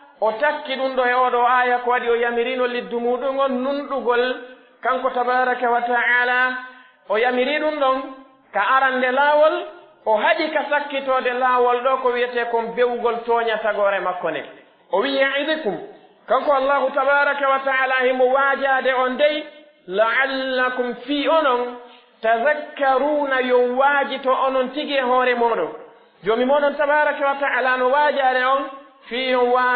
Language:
Pular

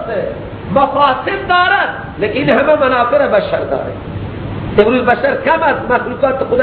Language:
Persian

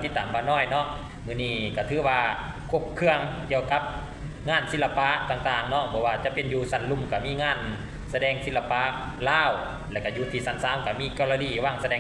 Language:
Lao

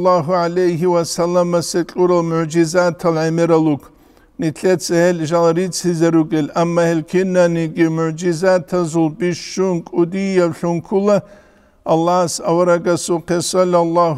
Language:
Avaric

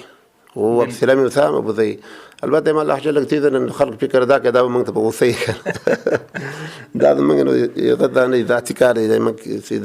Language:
Pashto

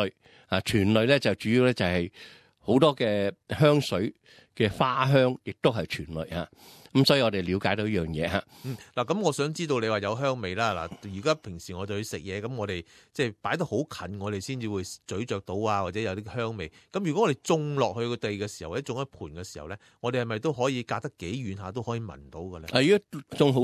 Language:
Cantonese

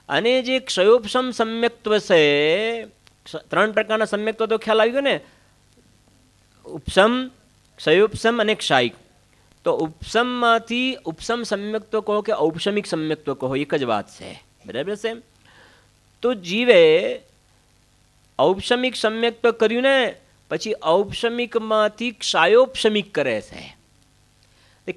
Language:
Gujarati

